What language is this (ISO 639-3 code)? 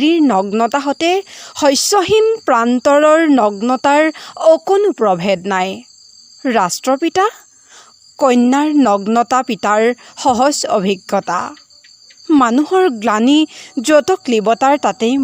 asm